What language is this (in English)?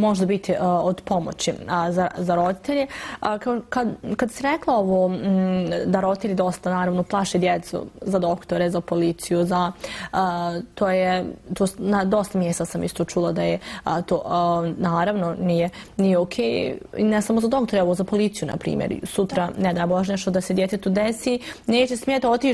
Bosnian